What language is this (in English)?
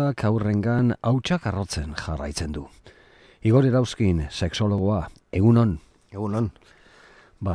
Basque